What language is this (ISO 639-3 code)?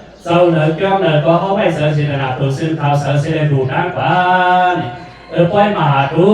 shn